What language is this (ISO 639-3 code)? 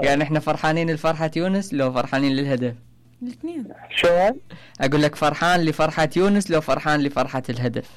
acm